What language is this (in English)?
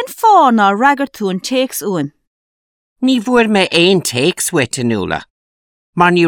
Irish